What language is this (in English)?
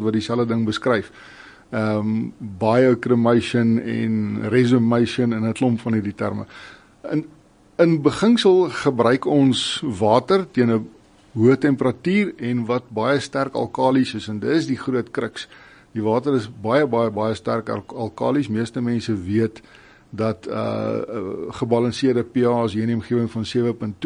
Afrikaans